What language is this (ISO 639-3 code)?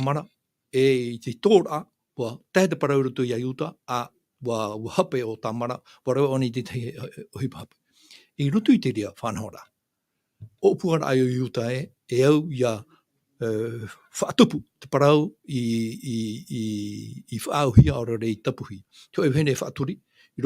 tah